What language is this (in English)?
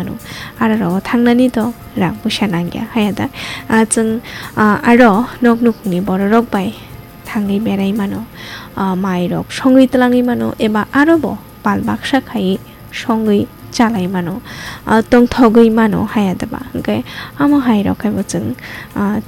Kok Borok